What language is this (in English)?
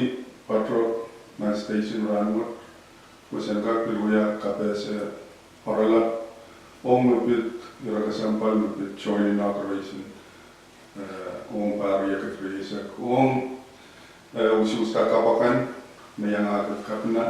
Pohnpeian